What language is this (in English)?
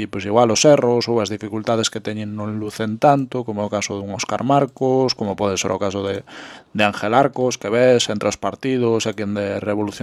Galician